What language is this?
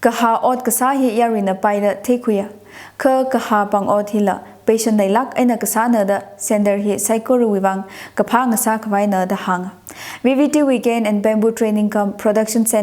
Tangkhul Naga (India)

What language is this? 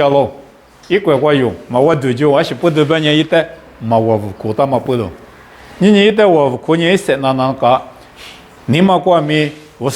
Lisu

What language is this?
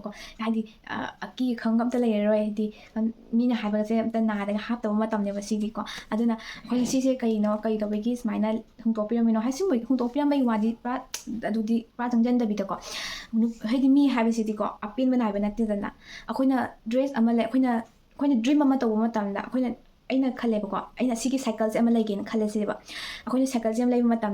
Manipuri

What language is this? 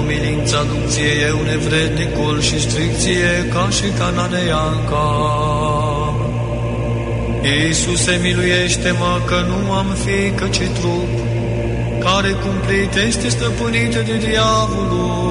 Romanian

